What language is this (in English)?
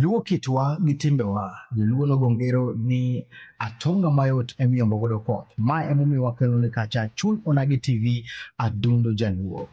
Luo (Kenya and Tanzania)